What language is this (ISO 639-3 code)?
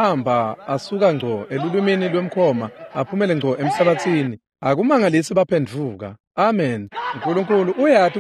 ssw